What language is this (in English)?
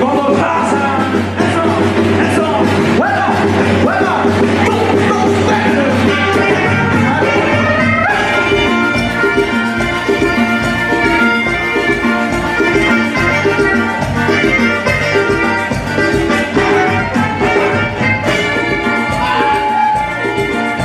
Spanish